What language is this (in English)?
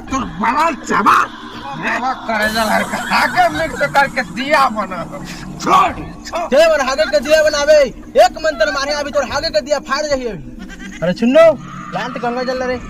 Chhattisgarhi